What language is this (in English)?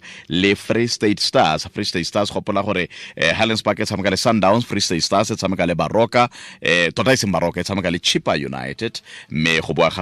Tswana